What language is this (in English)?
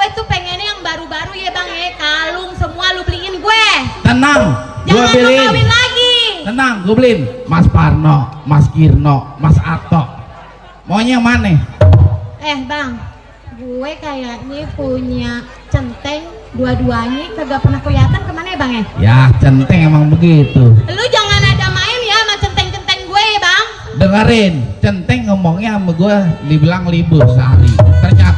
Betawi